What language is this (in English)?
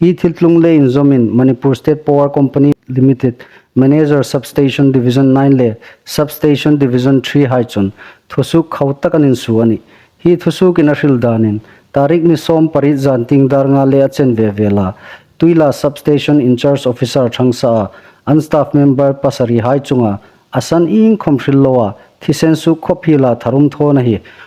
Hmar